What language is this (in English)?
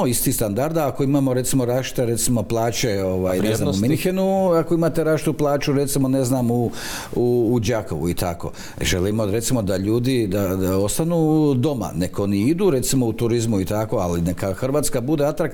Croatian